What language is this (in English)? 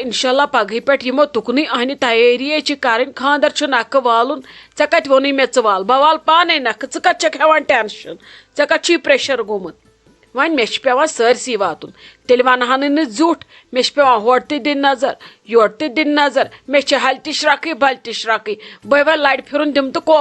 Kashmiri